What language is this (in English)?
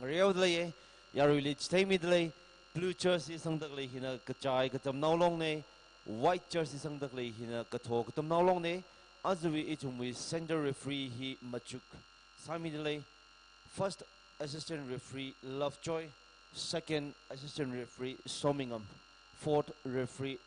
Tangkhul Naga (India)